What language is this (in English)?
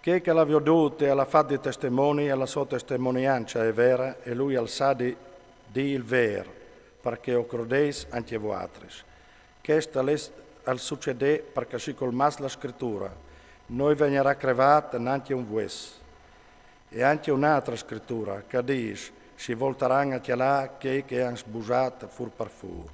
Friulian